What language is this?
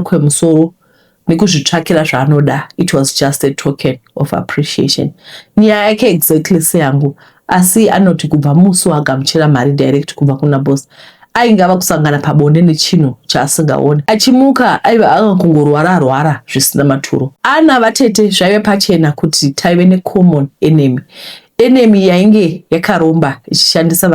Shona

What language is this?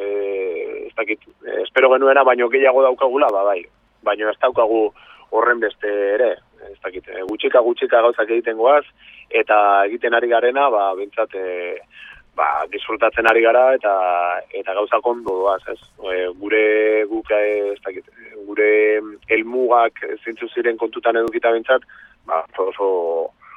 Basque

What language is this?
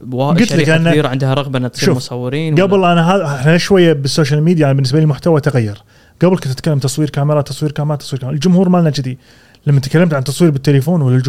Gulf Arabic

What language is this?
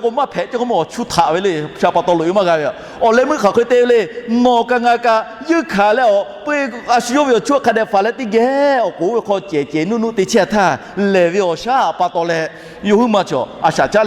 Lahu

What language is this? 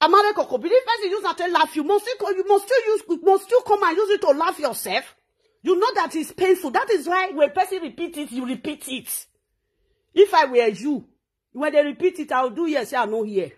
Nigerian Pidgin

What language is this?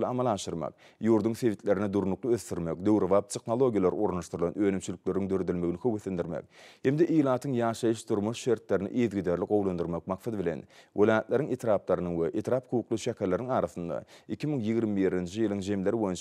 Turkmen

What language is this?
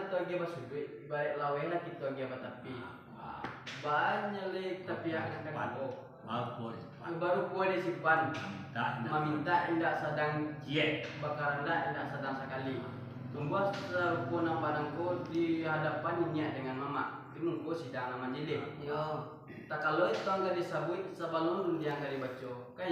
Minangkabau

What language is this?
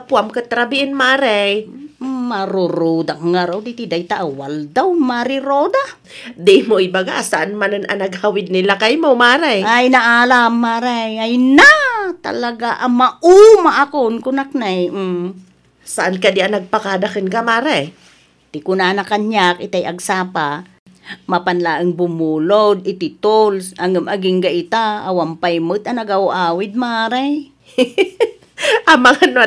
Iloko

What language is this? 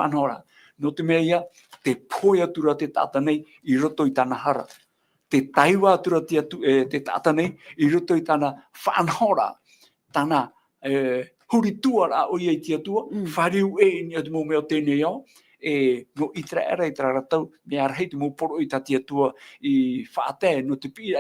Tahitian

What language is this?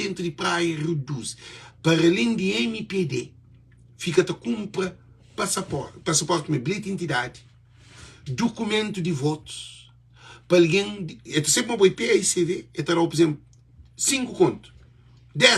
Kabuverdianu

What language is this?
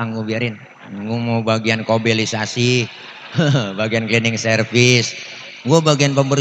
Betawi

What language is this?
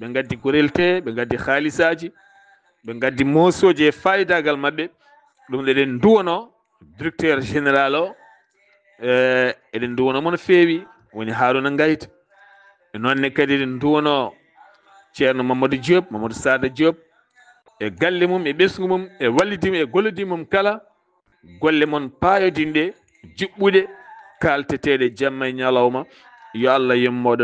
Fula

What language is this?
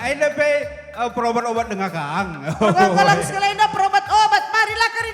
Batak Karo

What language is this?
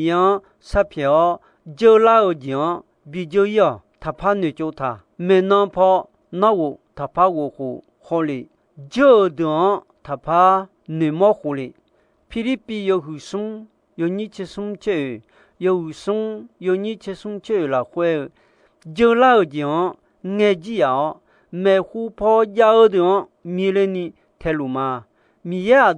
Akha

